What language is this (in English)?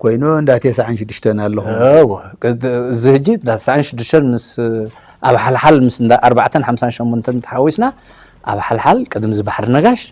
Tigrinya